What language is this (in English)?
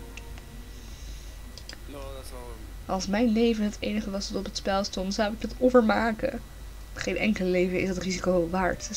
Dutch